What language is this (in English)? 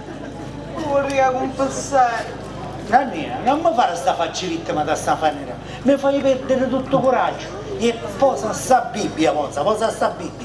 Sicilian